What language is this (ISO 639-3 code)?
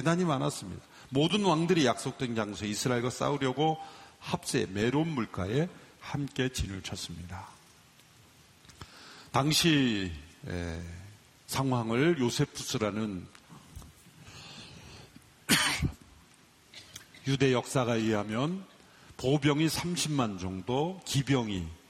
kor